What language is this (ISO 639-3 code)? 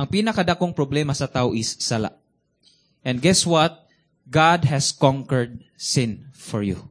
ceb